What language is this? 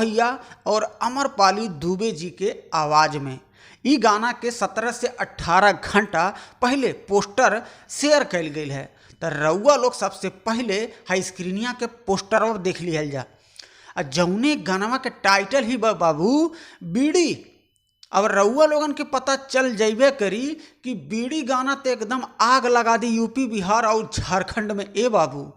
Bhojpuri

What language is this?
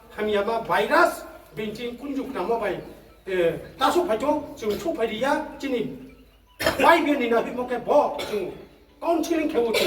Riang (India)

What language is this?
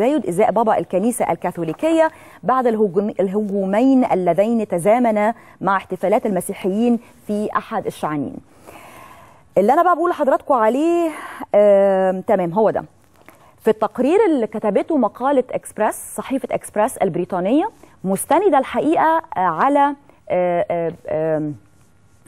Egyptian Arabic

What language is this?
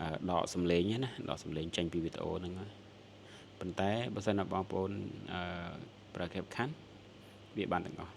Khmer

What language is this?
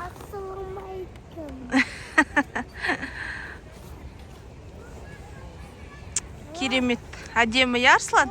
Kazakh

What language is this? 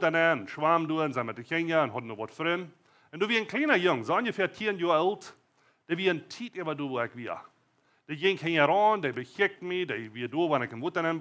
Plautdietsch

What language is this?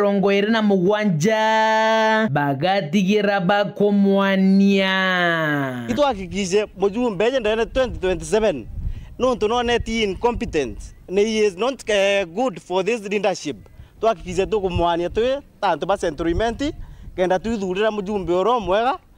Meru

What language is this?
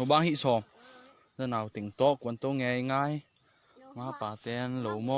Tedim Chin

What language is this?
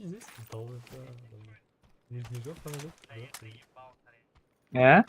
Kara-Kalpak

